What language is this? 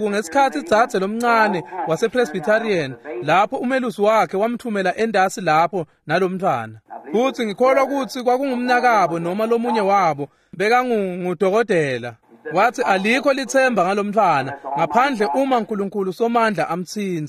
Swati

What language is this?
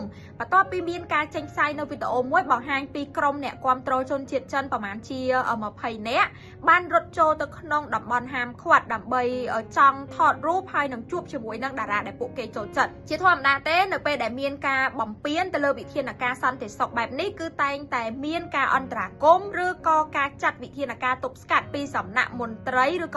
Khmer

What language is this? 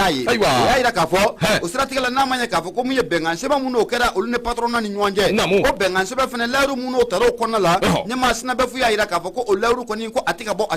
Bambara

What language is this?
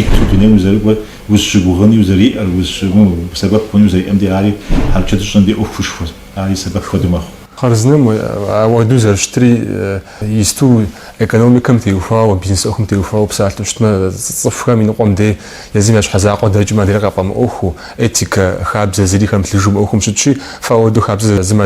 Kabardian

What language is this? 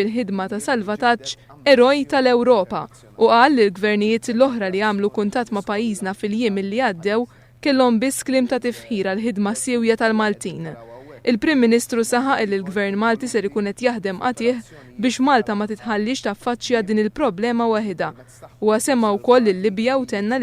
Maltese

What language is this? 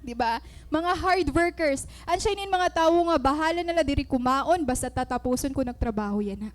Waray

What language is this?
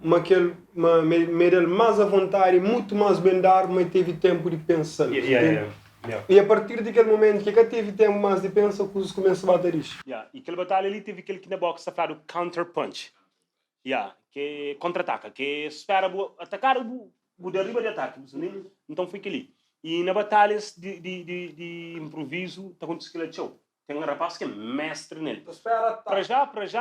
Kabuverdianu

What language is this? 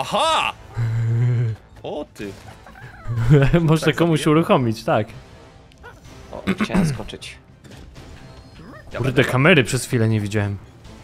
Polish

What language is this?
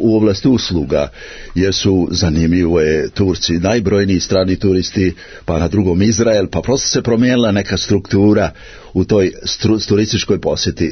Serbian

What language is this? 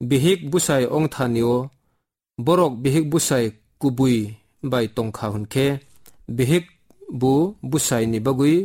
Kok Borok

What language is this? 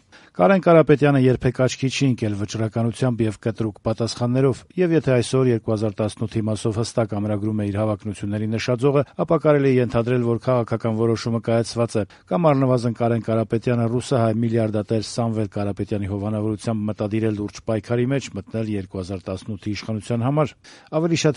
Armenian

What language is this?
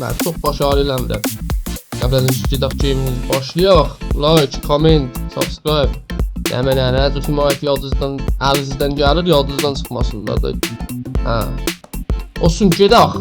South Azerbaijani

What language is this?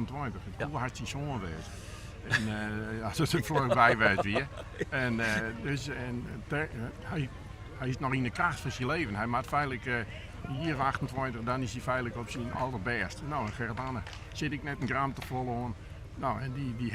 Western Frisian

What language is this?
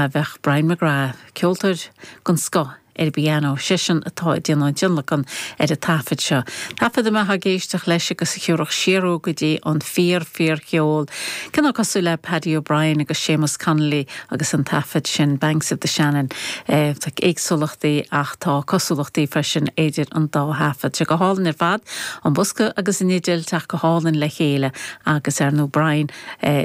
Irish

